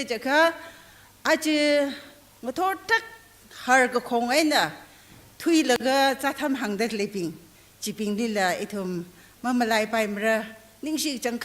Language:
Tangkhul Naga (India)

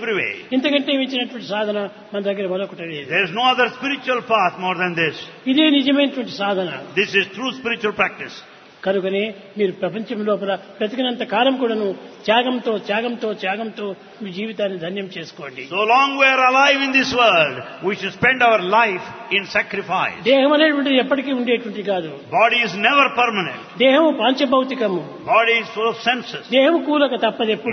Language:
Telugu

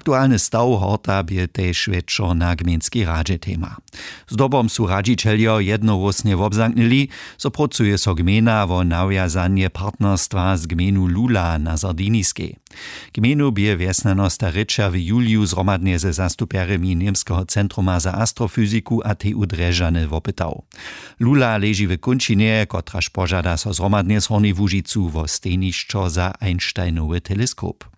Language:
Upper Sorbian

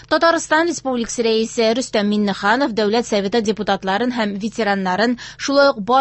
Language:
Tatar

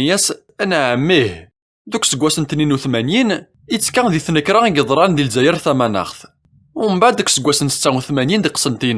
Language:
Kabyle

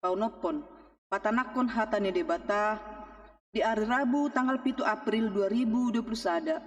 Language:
Batak Toba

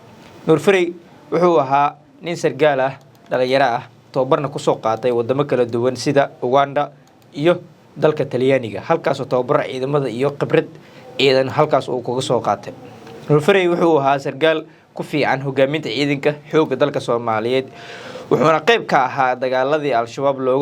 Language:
Somali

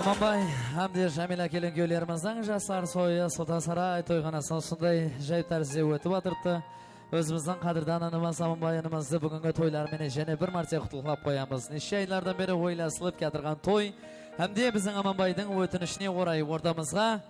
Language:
Kara-Kalpak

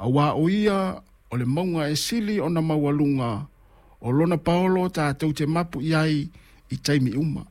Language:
Samoan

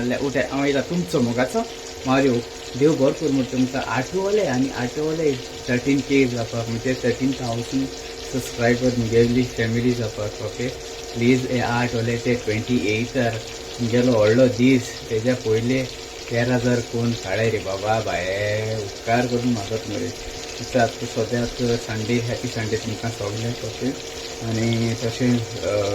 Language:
Konkani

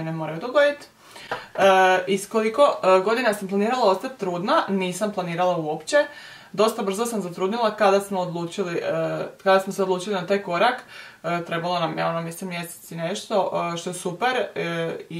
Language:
Croatian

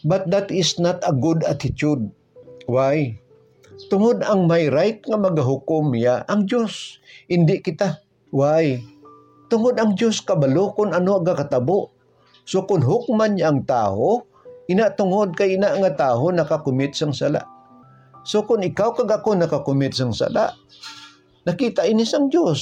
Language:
Hiligaynon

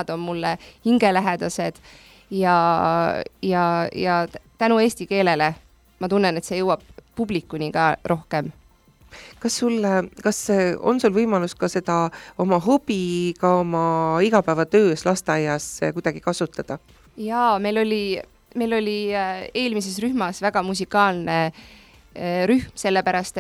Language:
Estonian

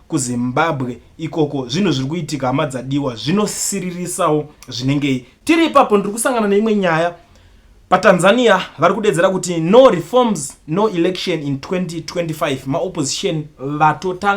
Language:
Shona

